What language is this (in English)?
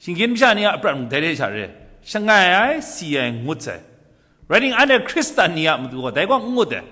Kachin